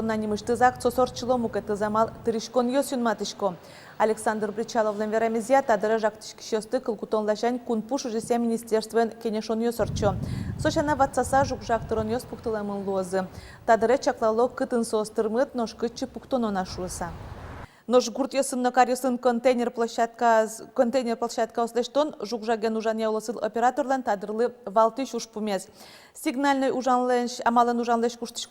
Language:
Udmurt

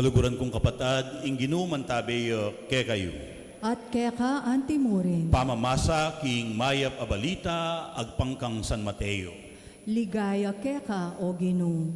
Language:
Pampanga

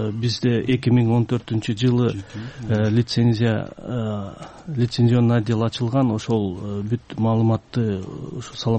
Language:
Kyrgyz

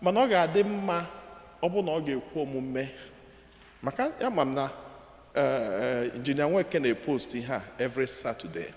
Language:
Igbo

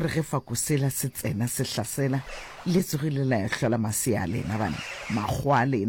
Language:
Northern Sotho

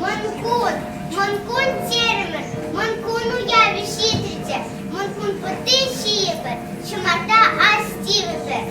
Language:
Chuvash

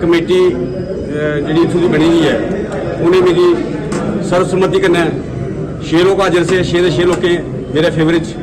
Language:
Dogri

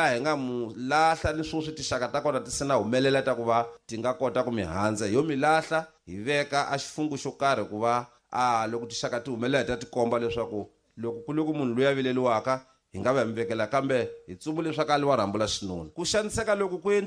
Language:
Tsonga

